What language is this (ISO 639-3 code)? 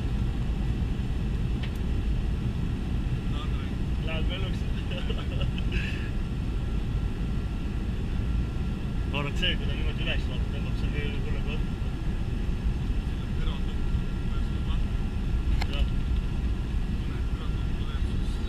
est